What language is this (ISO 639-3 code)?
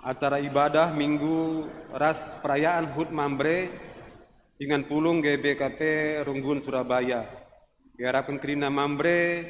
btx